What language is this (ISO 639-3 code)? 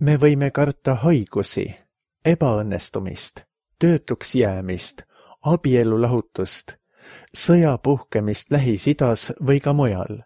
est